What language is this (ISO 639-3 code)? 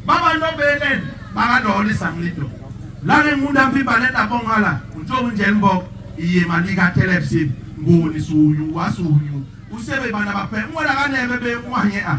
bas